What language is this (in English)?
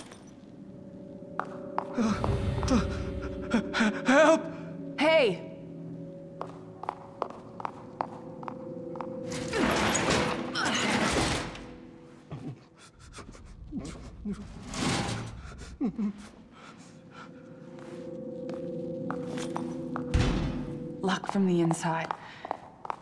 English